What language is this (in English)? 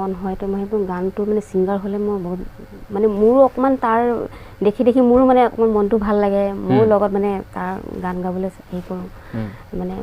Assamese